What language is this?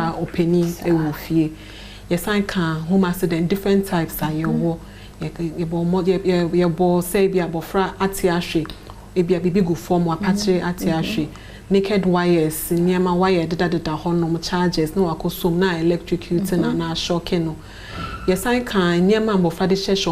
Akan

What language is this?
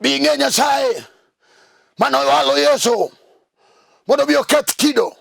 Luo (Kenya and Tanzania)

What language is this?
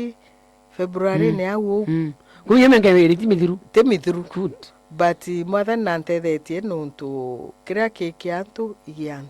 Meru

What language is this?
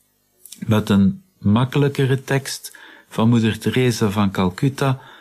Dutch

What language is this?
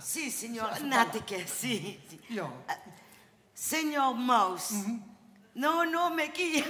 Limburgish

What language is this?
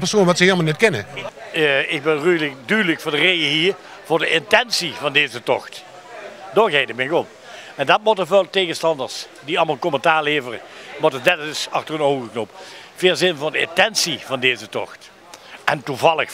Limburgish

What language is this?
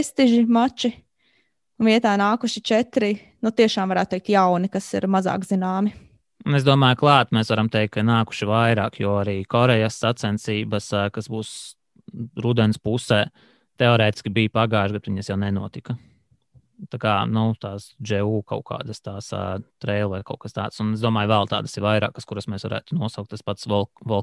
Latvian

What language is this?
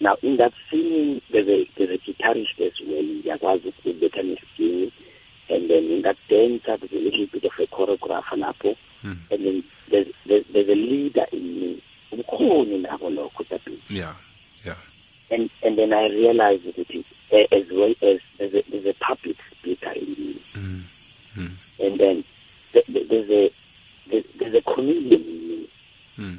South Ndebele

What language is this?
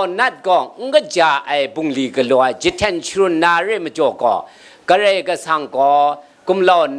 Kachin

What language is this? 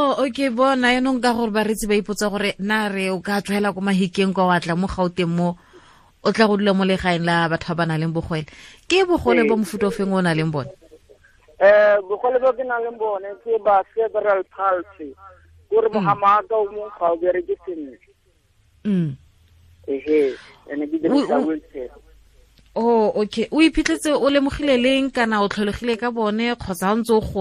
Tswana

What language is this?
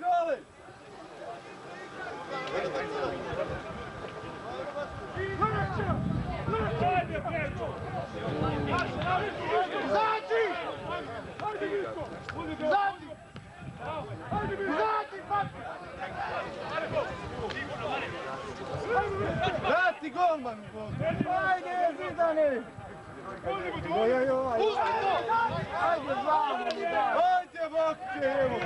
Serbian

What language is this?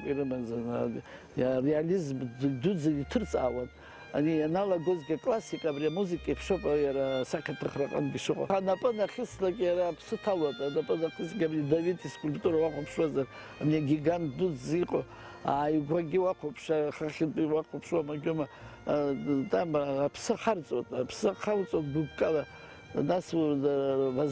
Abkhazian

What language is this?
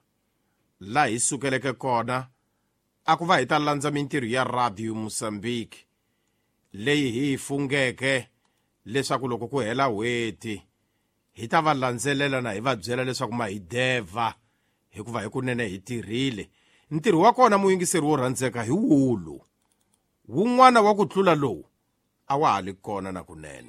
Tsonga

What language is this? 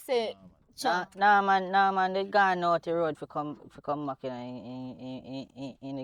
Jamaican Creole English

